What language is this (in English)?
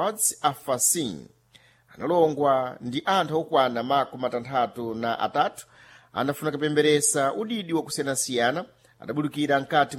Sena